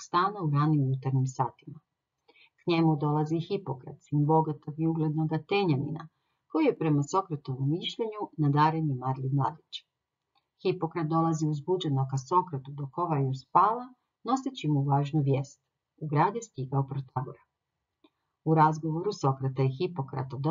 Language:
Croatian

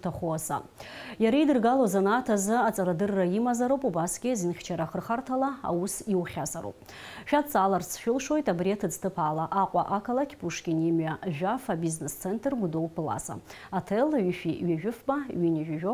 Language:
Abkhazian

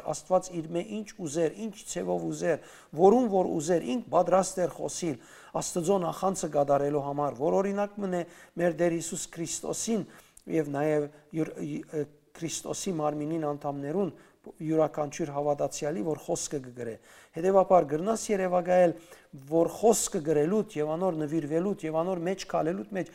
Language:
Western Armenian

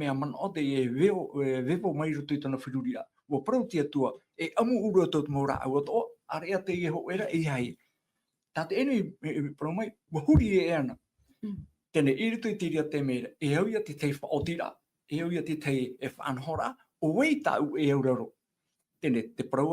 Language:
Tahitian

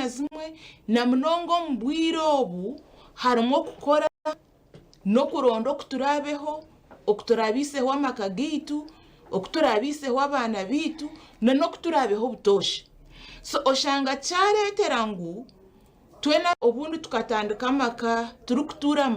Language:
Nyankole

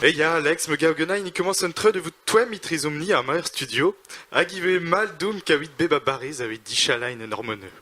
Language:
Breton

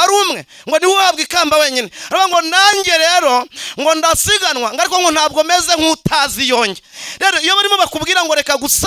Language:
Kinyarwanda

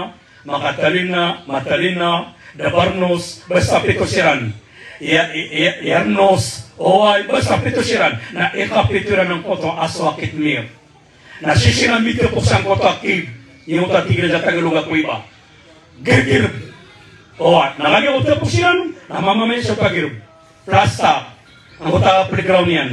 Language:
Maranao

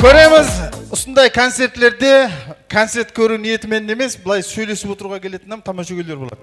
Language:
Kara-Kalpak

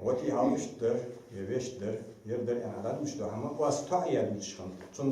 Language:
Ingush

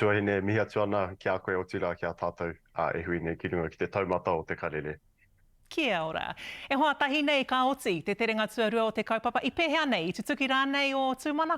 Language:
Māori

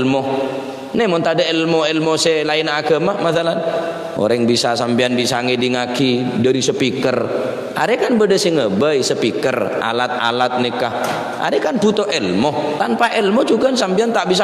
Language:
Madurese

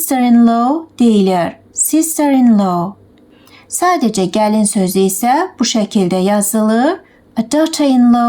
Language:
Azerbaijani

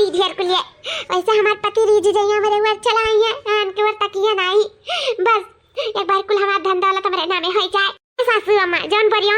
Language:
Awadhi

